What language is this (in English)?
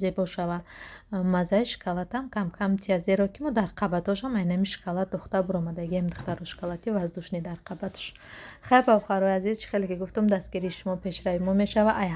Tajik